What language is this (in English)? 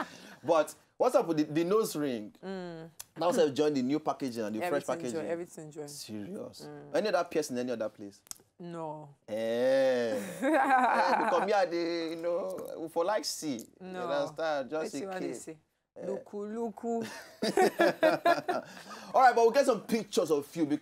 Nigerian Pidgin